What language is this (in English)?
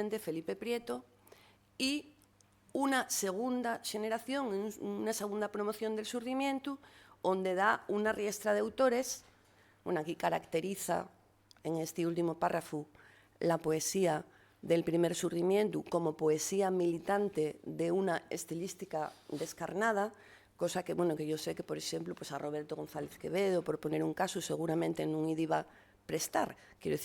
Asturian